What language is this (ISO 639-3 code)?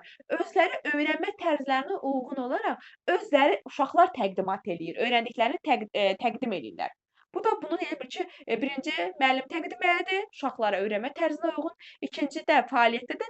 aze